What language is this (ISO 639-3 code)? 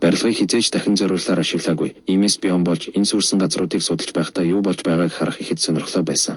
mon